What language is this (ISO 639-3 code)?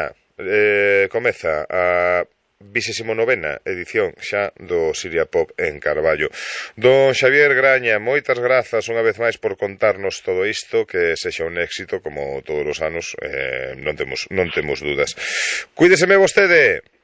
glg